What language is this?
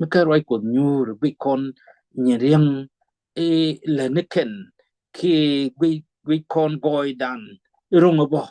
Nuer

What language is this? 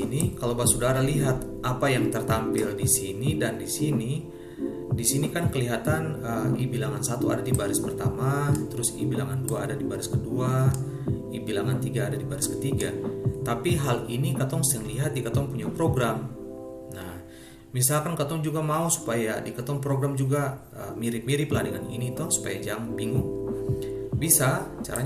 Ambonese Malay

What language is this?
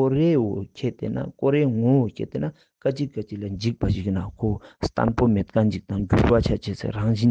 Ladakhi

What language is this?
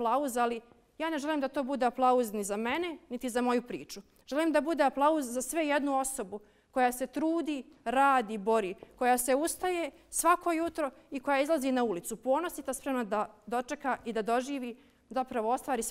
Bosnian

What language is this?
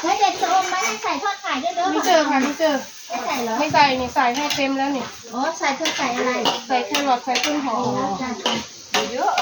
Northeastern Thai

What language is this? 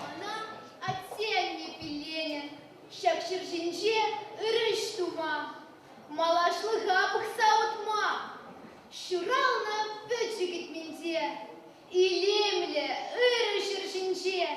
Chuvash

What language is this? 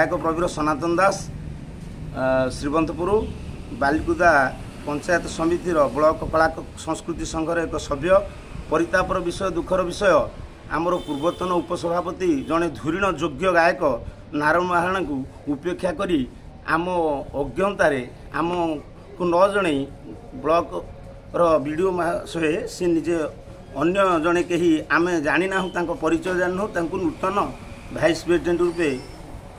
Odia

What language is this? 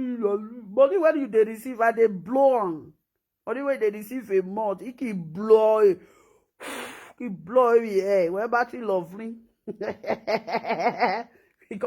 Nigerian Pidgin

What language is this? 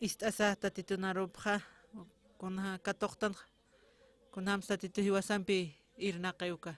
Aymara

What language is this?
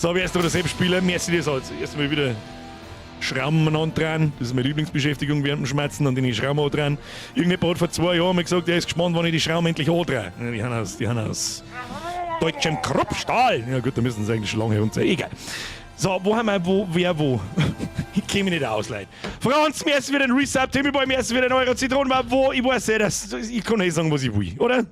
Bavarian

